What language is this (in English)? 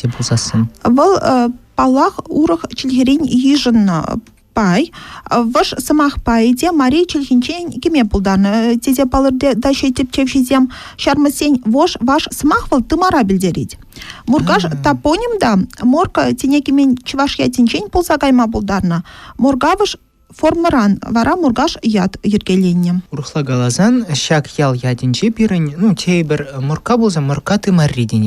Chuvash